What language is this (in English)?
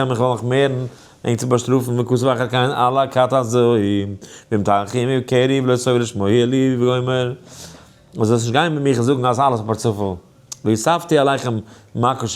Yiddish